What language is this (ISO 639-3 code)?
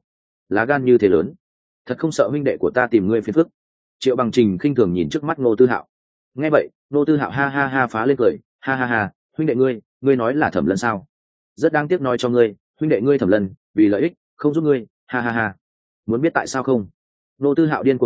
vie